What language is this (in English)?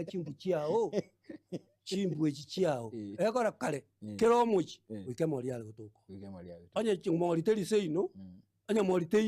Gusii